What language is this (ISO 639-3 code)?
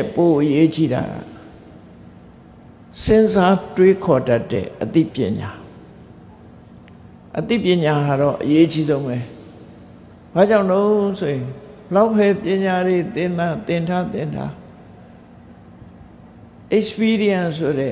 mya